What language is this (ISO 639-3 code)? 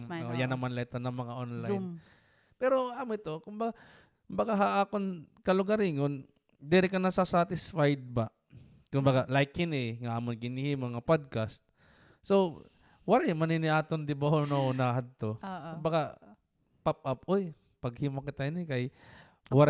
war